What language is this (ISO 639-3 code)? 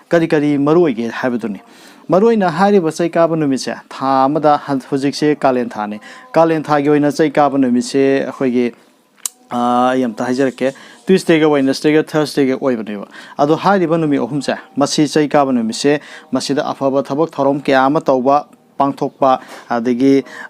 mni